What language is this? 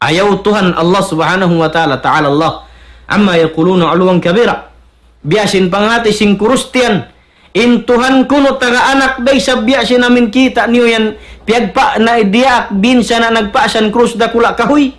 Tausug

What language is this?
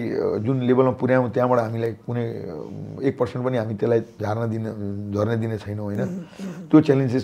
Nepali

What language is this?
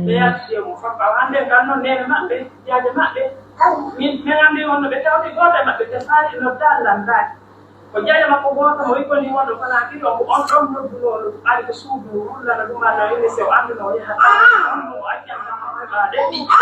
Pular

